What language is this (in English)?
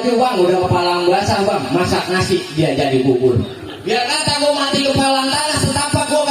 Betawi